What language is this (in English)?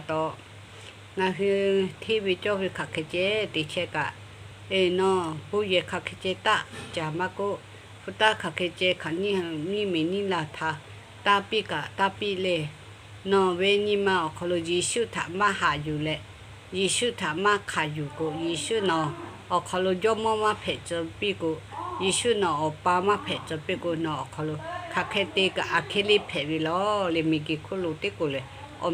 Lahu